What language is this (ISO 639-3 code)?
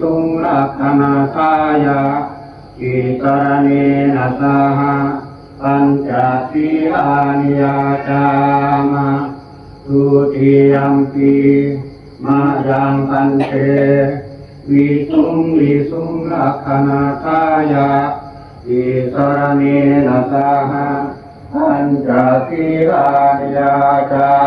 pli